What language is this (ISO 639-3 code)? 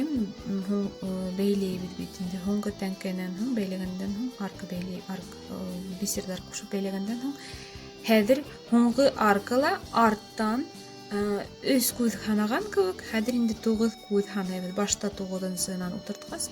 bak